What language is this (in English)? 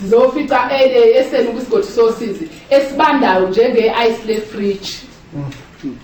Zulu